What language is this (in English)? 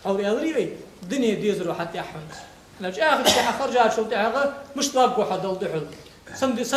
Ingush